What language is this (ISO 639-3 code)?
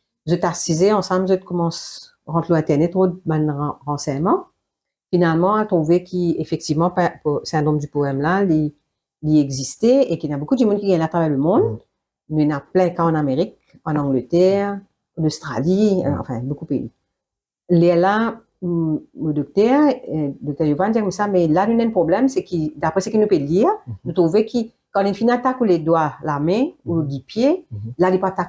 mfe